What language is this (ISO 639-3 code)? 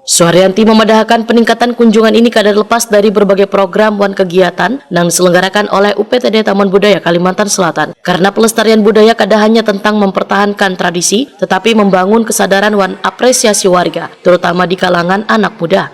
bjn